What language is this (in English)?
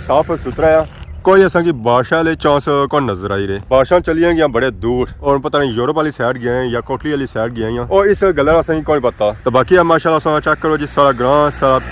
Pahari-Potwari